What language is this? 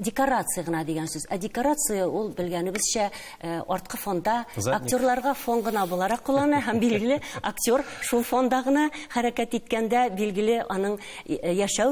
Tatar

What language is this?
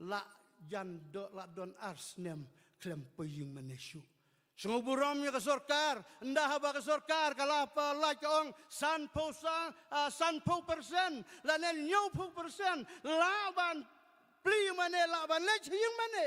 Khasi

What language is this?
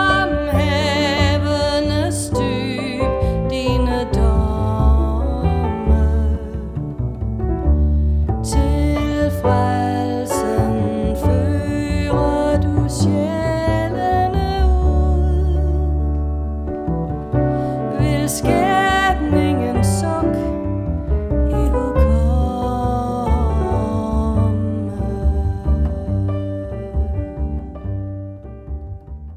Danish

